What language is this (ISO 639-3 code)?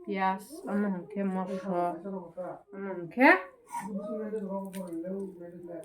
trp